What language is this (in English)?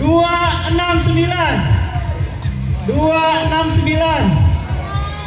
Banjar